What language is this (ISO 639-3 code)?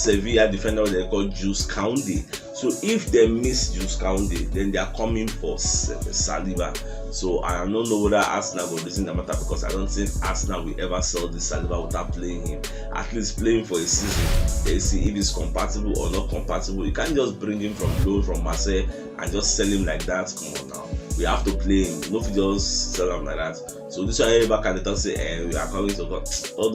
pcm